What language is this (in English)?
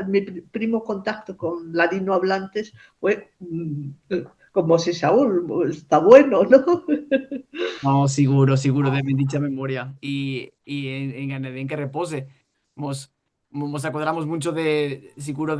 Ladino